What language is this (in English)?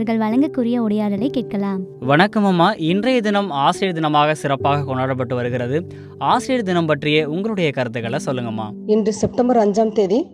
Tamil